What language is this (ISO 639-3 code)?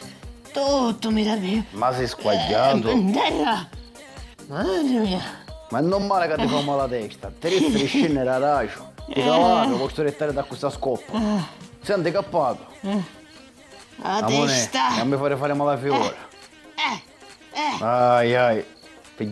scn